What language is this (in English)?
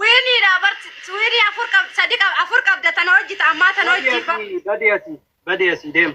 Oromo